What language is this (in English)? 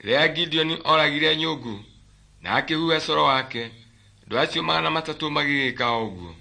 Kikuyu